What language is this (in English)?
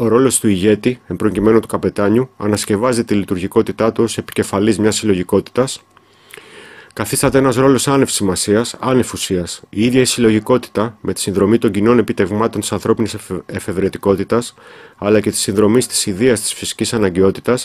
Greek